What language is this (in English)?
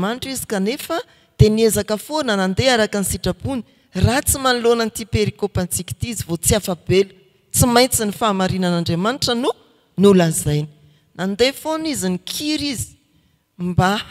Malagasy